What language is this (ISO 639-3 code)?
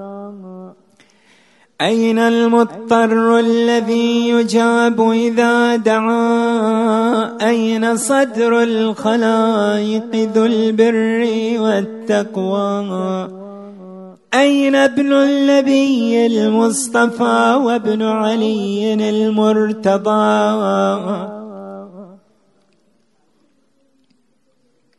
ara